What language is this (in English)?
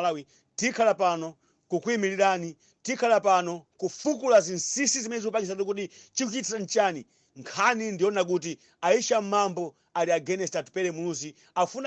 Nyanja